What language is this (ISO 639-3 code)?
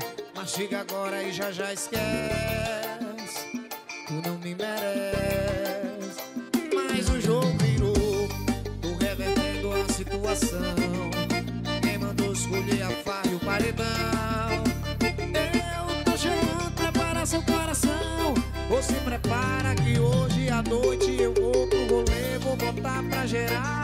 por